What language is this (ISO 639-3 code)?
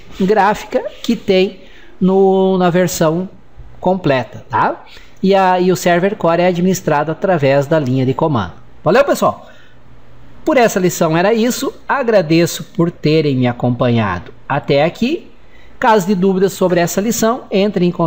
por